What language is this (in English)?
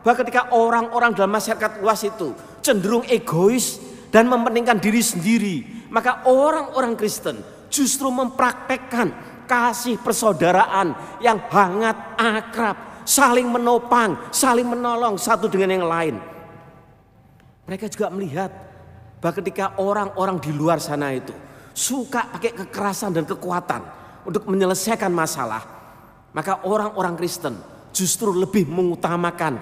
Indonesian